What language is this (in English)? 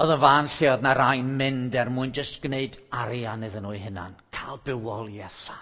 Welsh